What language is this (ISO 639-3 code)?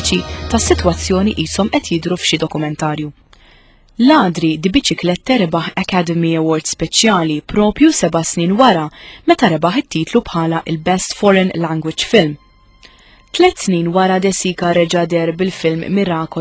mlt